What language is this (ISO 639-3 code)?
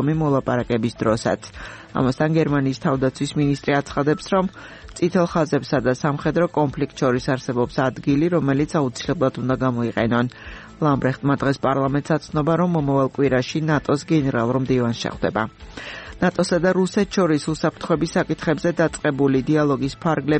kat